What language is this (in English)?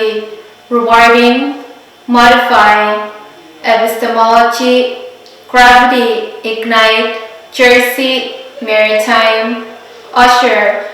Pohnpeian